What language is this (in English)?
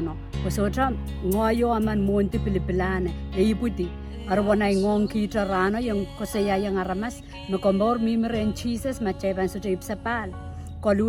Pohnpeian